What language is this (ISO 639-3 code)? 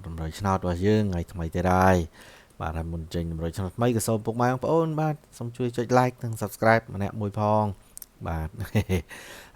khm